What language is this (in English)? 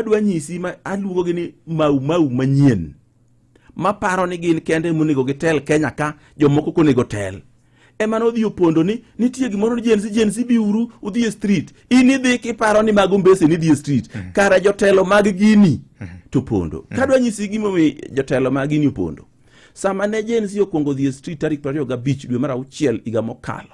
Luo (Kenya and Tanzania)